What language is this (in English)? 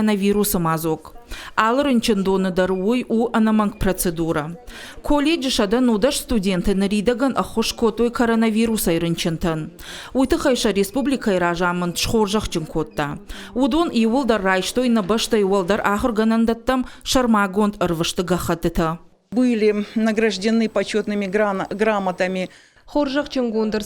Ossetic